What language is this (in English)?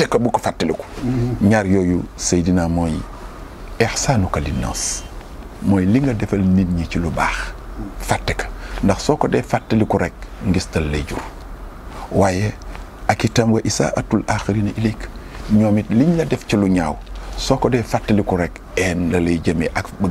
Wolof